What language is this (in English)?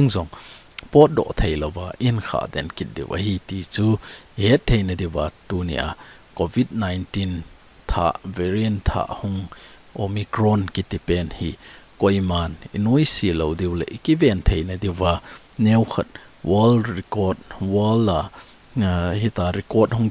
Thado Chin